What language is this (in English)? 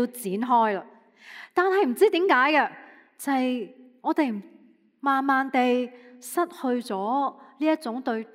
Cantonese